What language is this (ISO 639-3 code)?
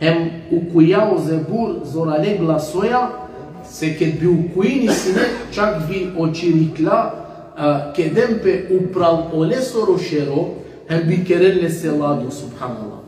rmn